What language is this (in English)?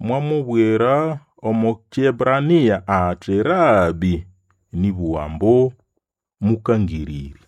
Nande